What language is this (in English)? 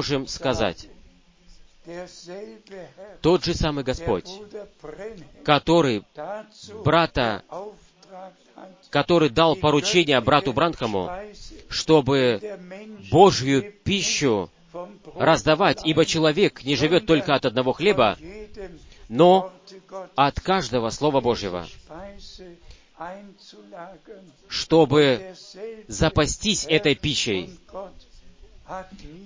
Russian